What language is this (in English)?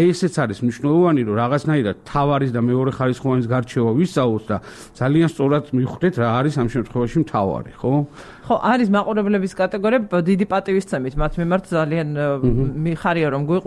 Georgian